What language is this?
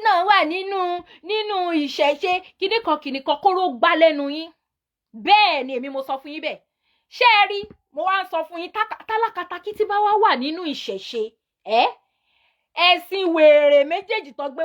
Yoruba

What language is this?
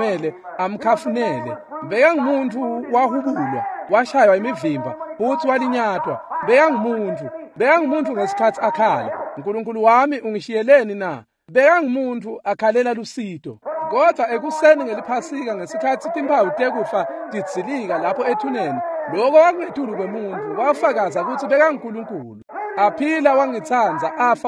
Swati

